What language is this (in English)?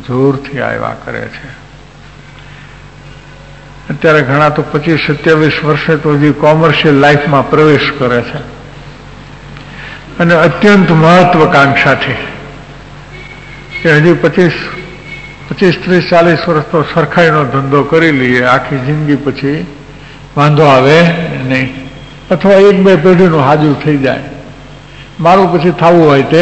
Gujarati